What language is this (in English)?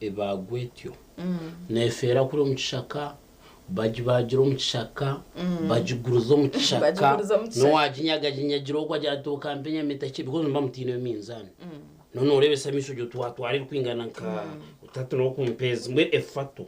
Nyankole